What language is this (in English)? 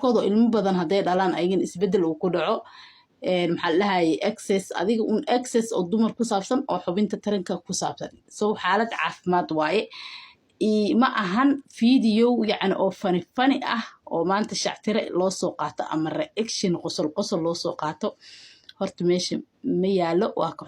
Somali